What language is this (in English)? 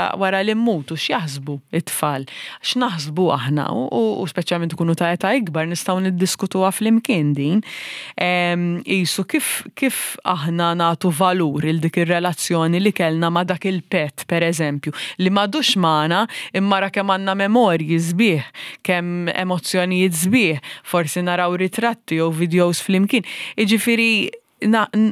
Maltese